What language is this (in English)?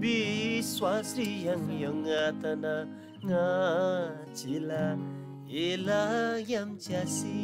Eastern Tamang